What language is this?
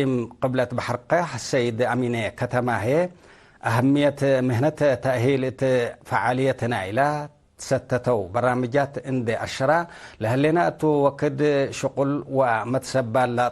Tigre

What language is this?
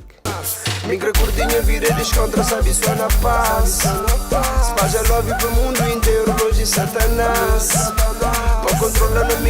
Kabuverdianu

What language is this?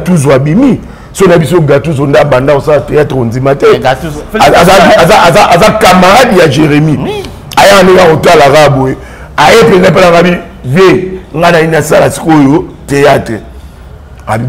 Lingala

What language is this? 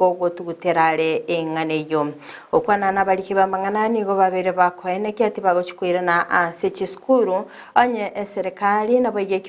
Gusii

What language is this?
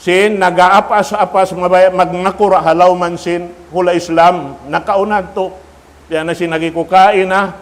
Tausug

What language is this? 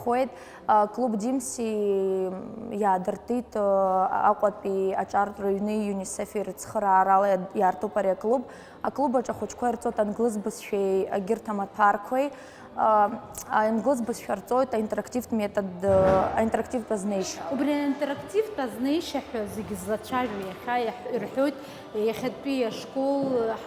Abkhazian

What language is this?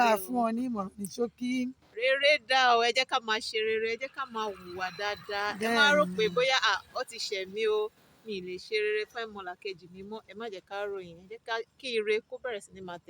Yoruba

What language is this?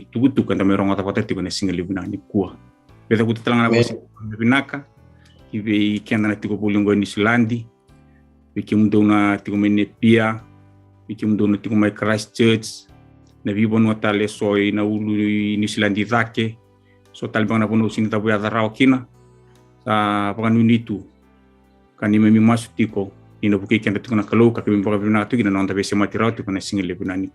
Fijian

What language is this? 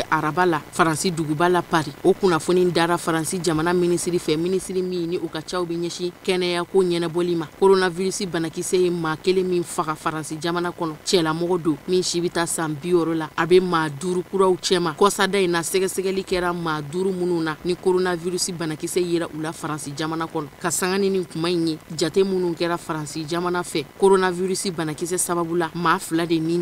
Bambara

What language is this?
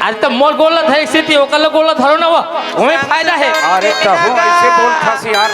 Chhattisgarhi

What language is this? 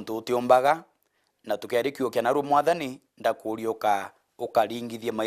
Meru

